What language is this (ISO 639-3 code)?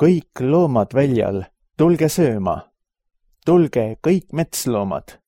est